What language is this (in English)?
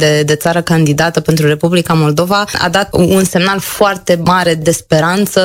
Romanian